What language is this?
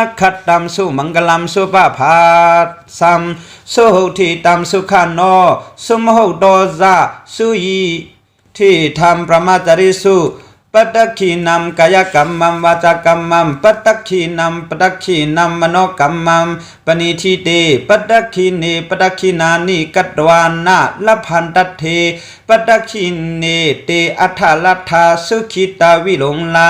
Shan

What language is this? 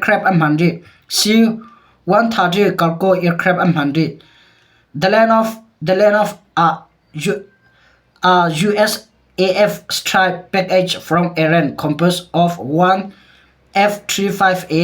Hakha Chin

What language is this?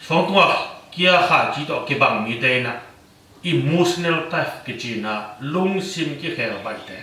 Tedim Chin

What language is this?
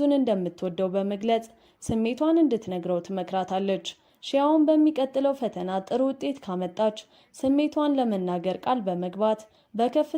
Amharic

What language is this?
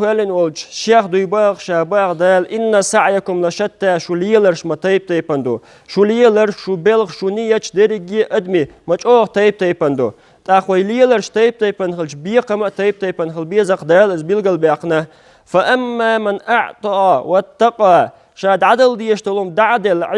Chechen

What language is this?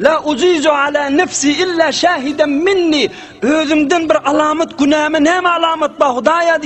Turkmen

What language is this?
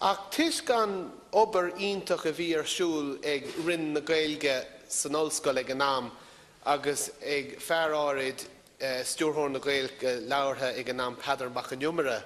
Irish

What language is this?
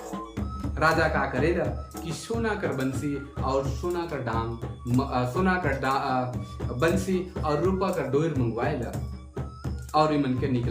Sadri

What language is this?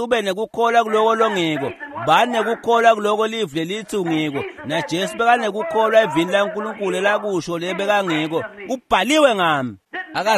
Swati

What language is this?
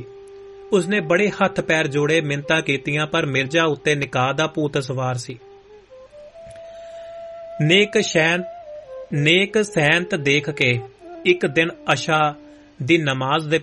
Punjabi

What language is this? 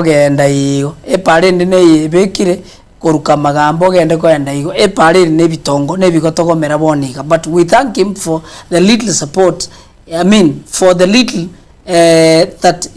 Gusii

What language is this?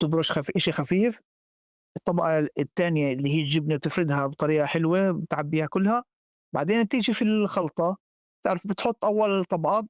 North Levantine Arabic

